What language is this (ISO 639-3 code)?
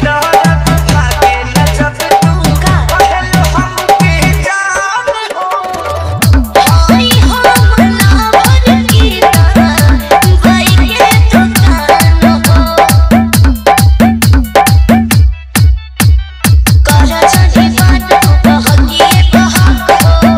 bho